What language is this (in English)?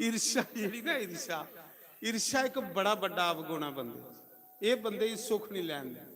Dogri